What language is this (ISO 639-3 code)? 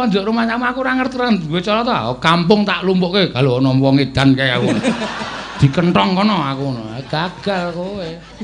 jav